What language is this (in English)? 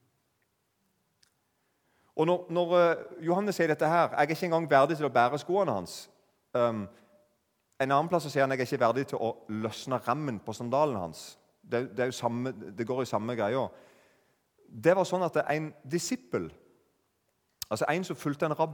Norwegian